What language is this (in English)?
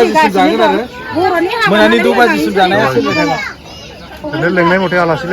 Bodo